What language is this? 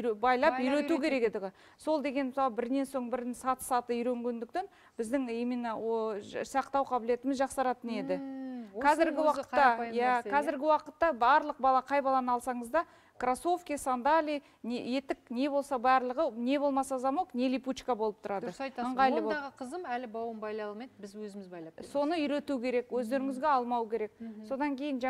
Kazakh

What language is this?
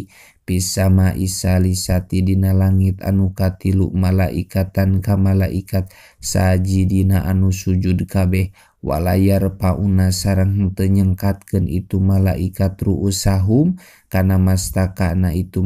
Sundanese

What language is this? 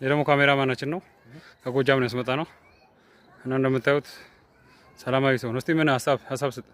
Amharic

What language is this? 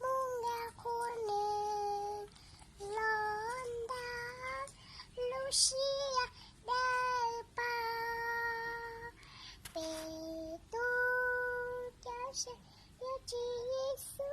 Hmong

